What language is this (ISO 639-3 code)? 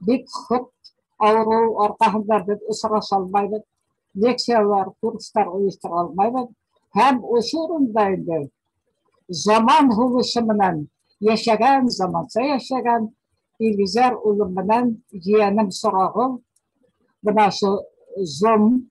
bak